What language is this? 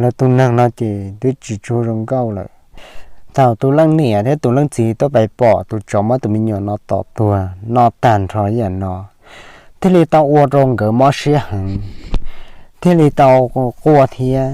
Hmong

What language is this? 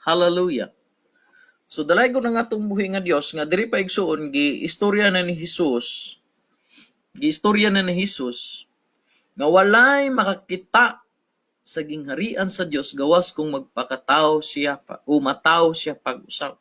Cebuano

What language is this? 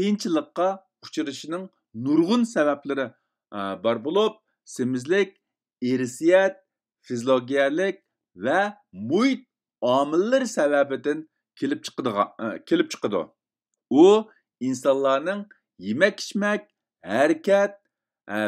Uyghur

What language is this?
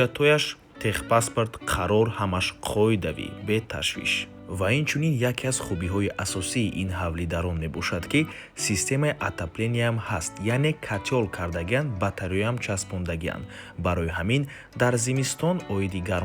Tajik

